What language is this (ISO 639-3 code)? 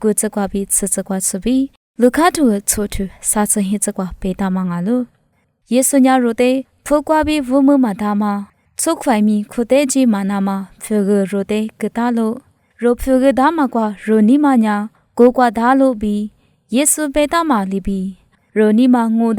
lis